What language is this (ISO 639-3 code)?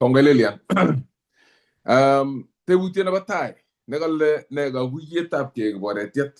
kln